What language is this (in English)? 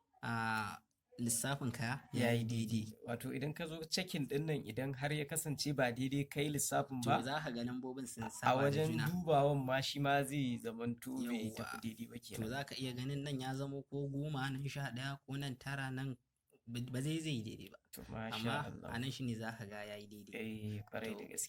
Hausa